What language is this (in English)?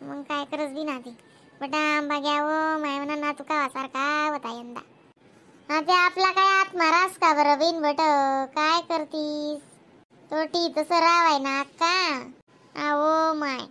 Khandesi